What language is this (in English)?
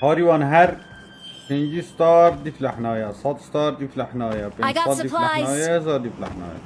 Kurdish